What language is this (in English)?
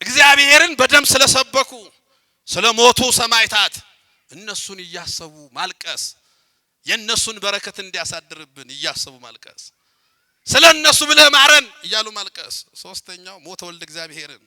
Amharic